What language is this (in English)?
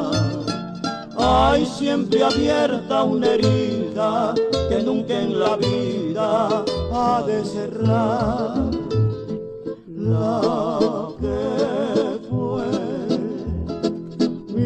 Spanish